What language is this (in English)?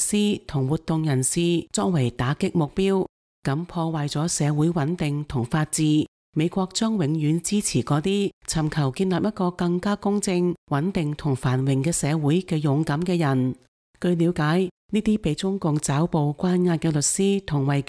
Cantonese